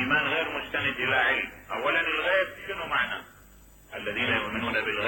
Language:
Mesopotamian Arabic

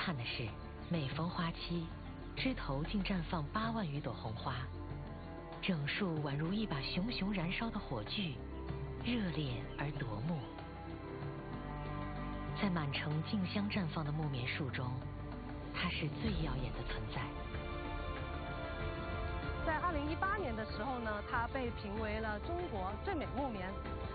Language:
Chinese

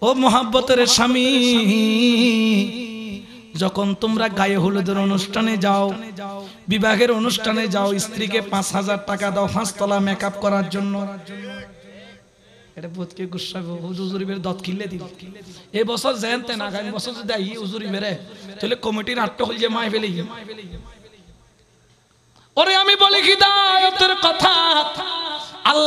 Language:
Bangla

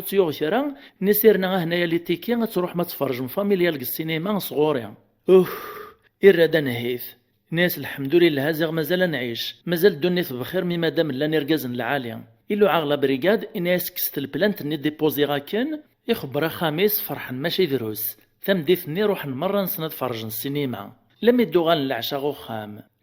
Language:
Kabyle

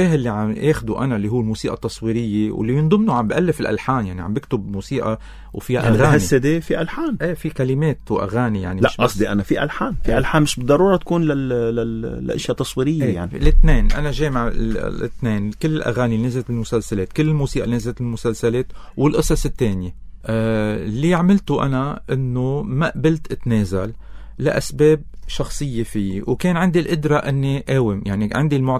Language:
North Levantine Arabic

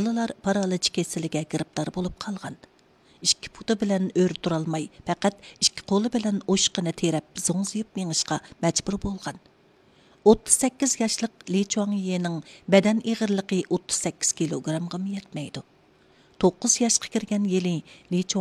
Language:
Uyghur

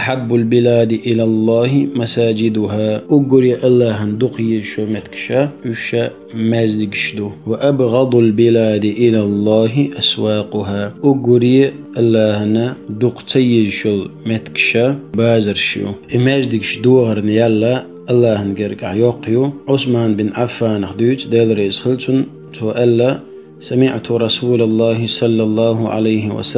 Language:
Chechen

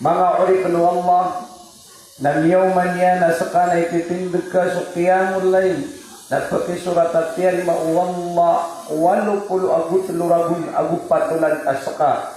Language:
Maranao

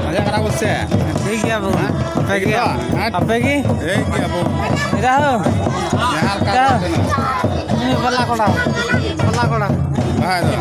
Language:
Santali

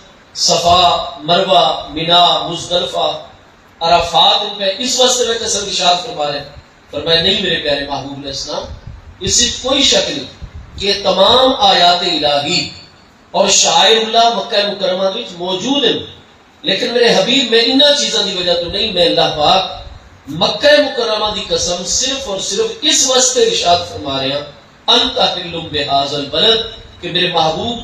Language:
Saraiki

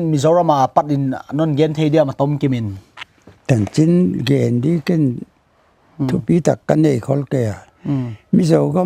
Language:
Paite Chin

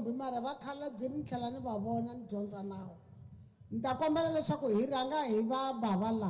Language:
Tsonga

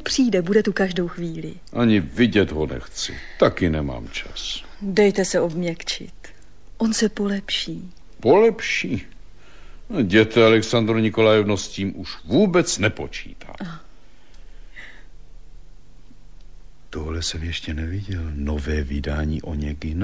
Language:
Czech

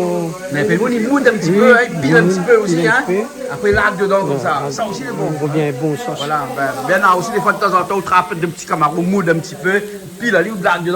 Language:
Réunion Creole French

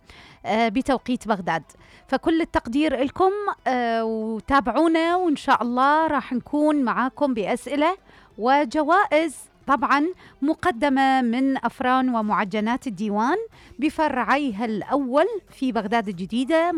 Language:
Mesopotamian Arabic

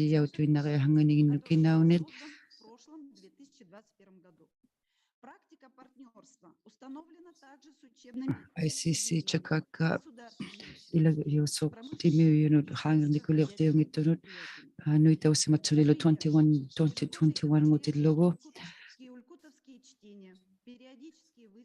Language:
Inuktitut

